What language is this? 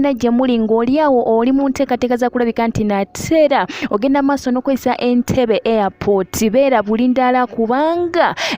Ganda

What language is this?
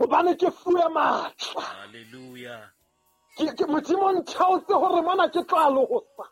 Southern Sotho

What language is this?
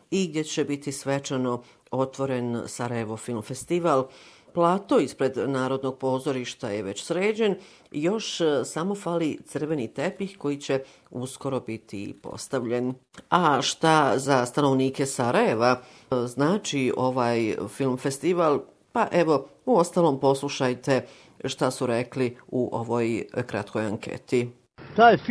Bosnian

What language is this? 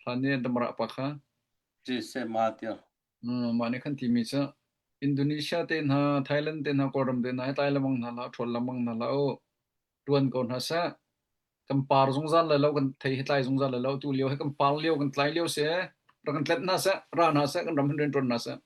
Hakha Chin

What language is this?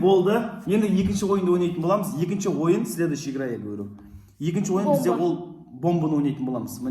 Kazakh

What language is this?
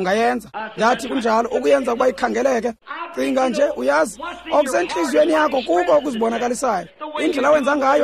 Xhosa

